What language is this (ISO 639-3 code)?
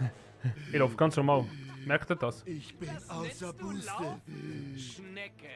gsw